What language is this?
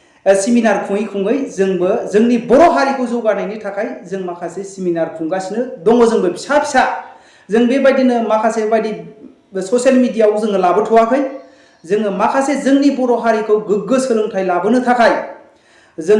Bodo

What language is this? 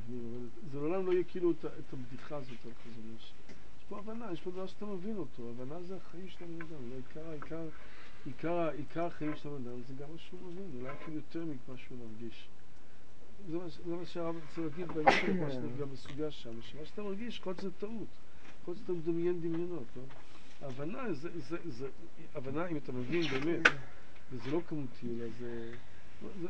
Hebrew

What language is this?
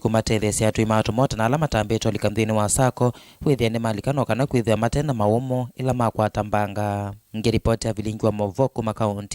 Kamba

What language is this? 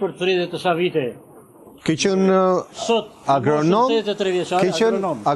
Albanian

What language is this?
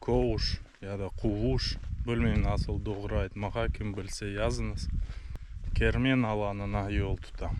Crimean Tatar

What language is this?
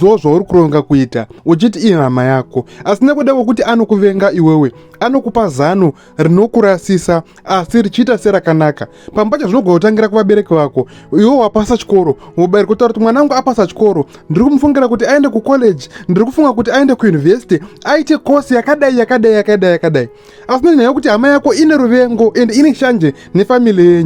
Shona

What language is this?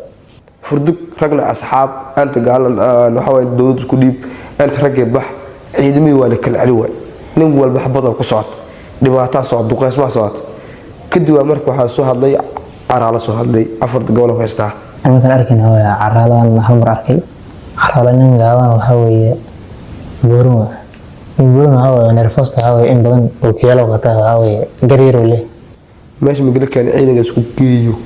Somali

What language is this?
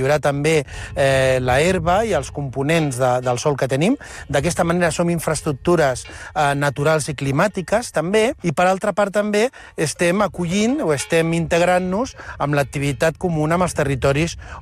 Catalan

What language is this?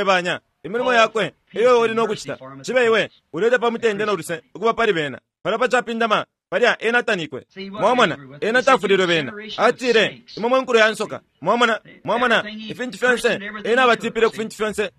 Bemba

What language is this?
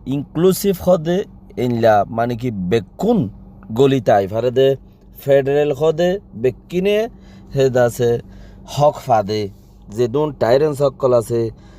Rohingya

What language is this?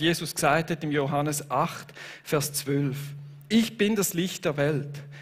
Swiss German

